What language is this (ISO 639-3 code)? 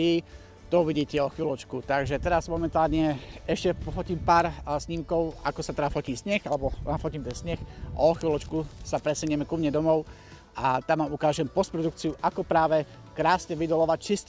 slk